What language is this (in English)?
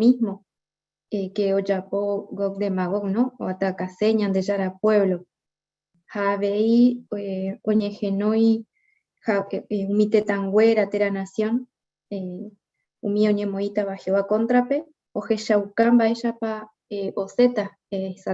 Guarani